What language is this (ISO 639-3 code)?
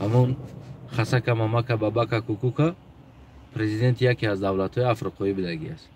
tgk